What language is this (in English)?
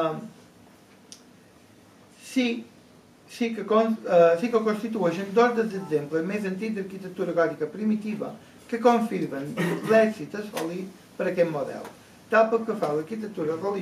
Catalan